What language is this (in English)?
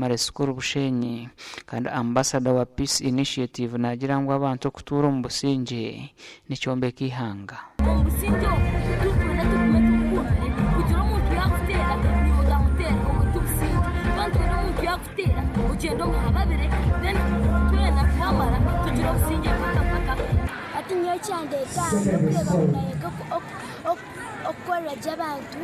Nyankole